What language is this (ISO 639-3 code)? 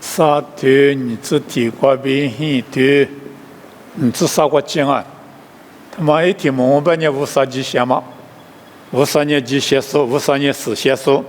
lis